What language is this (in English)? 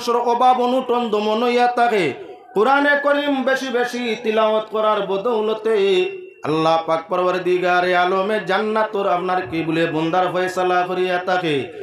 Sylheti